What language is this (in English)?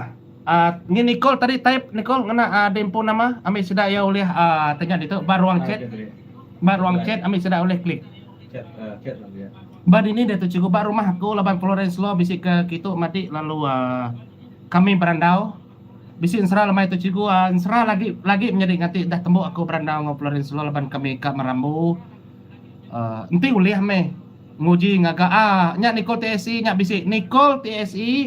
Iban